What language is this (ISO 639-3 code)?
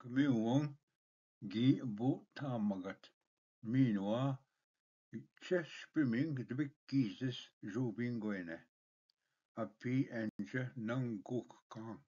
oji